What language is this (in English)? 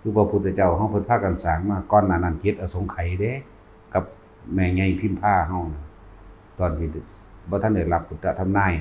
Northeastern Thai